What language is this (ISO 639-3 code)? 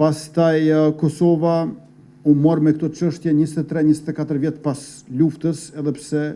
sqi